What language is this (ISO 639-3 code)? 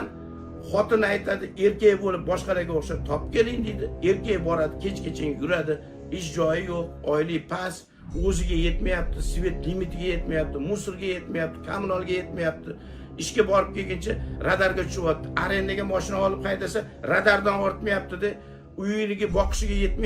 uzb